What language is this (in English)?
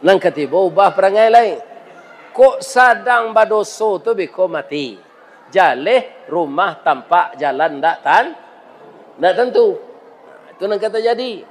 Minangkabau